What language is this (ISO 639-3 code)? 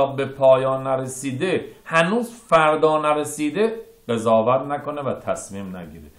fas